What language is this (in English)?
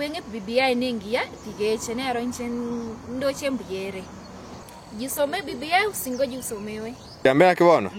Gusii